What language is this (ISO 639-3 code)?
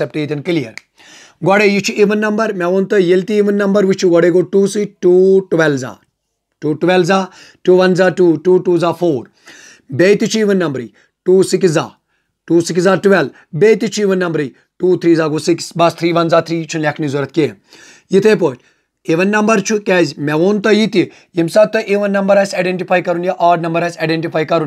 kas